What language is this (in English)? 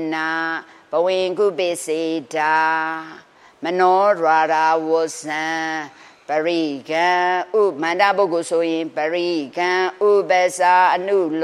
Burmese